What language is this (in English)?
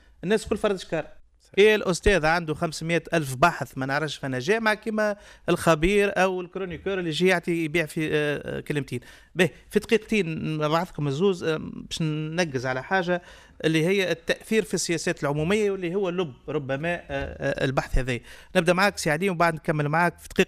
Tunisian Arabic